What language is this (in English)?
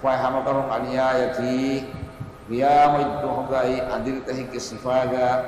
Divehi